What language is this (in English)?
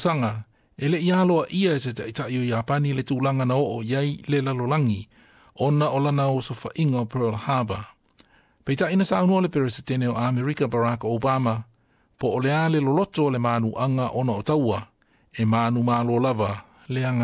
Samoan